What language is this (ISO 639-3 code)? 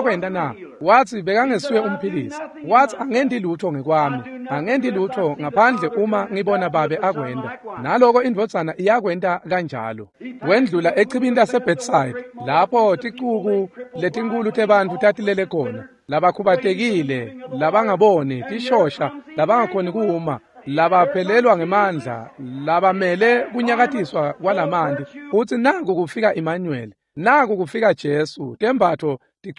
ssw